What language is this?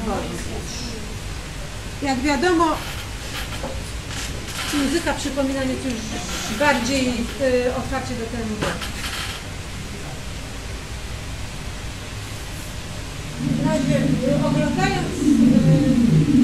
Polish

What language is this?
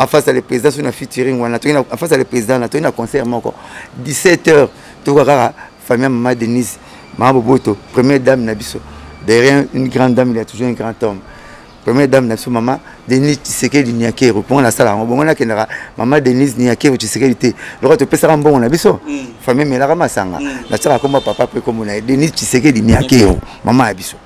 Lingala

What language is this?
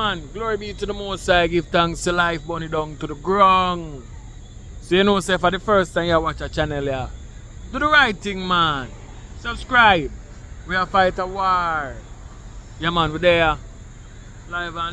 Jamaican Creole English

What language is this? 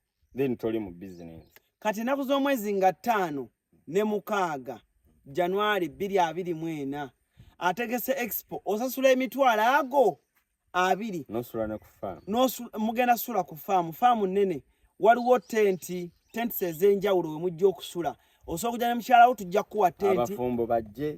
Ganda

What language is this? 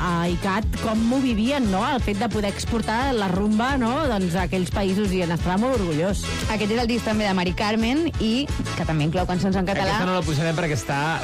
Catalan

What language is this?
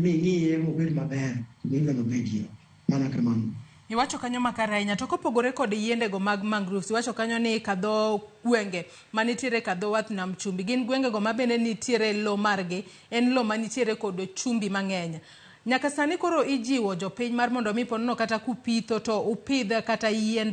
Luo (Kenya and Tanzania)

